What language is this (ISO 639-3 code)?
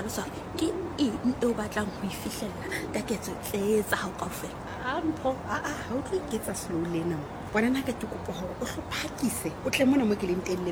sot